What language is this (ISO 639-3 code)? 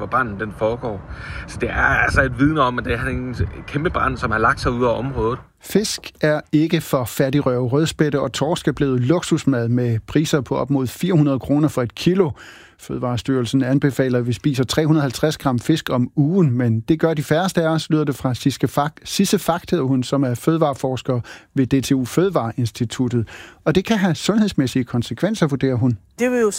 dan